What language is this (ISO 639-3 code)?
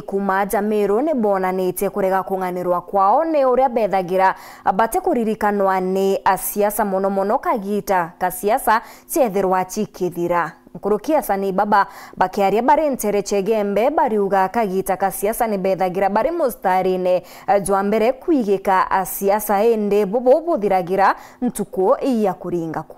mer